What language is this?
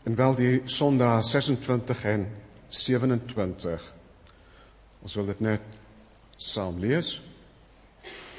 Afrikaans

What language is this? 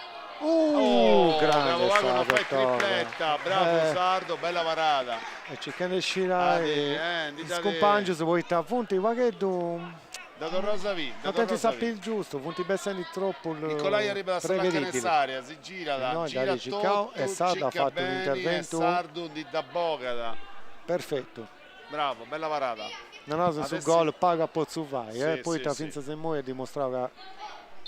Sardinian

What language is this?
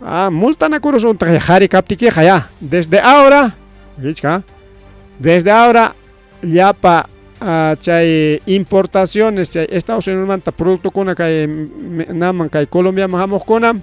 Ayacucho Quechua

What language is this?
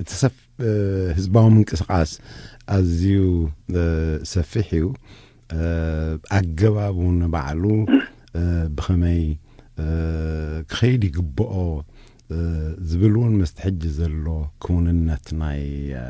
Tigrinya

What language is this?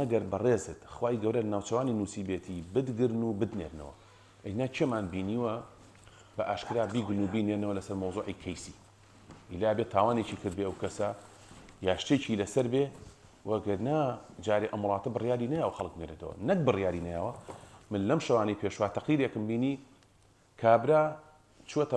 Central Kurdish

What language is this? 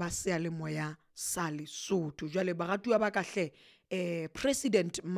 Southern Sotho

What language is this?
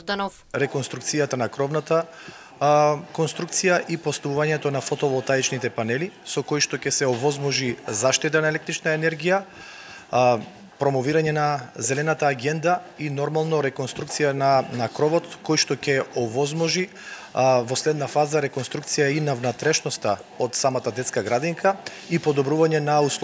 Macedonian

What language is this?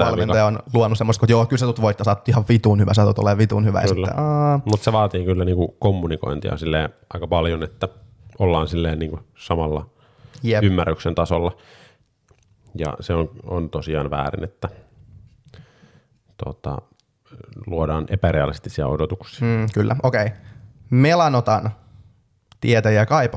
Finnish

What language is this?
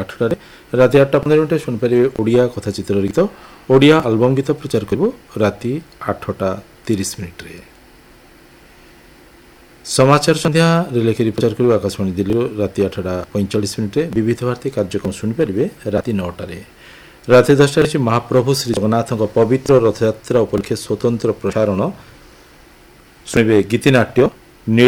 Odia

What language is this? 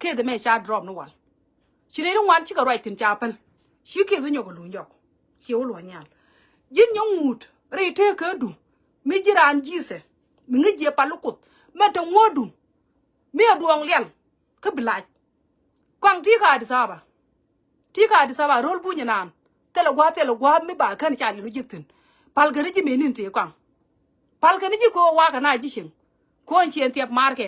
Nuer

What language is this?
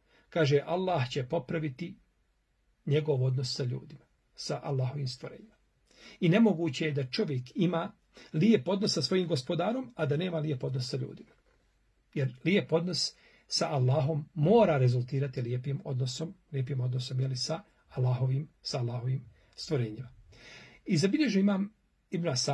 Bosnian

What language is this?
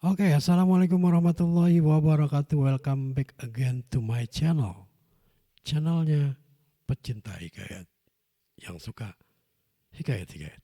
Betawi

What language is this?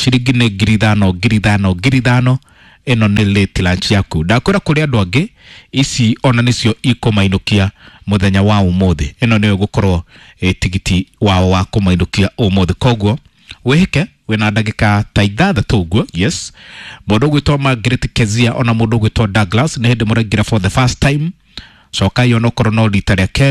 Kikuyu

